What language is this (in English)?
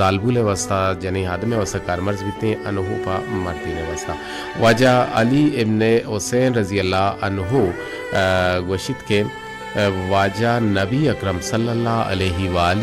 Baluchi